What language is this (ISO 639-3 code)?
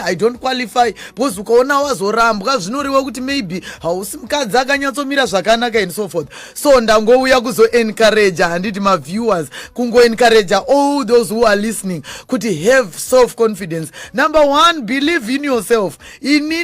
sna